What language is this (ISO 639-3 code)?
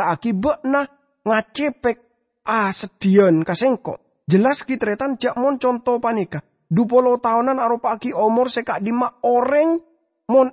mad